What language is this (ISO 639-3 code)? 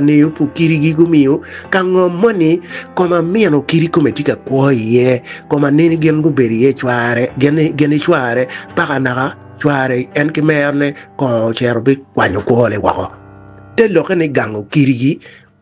ach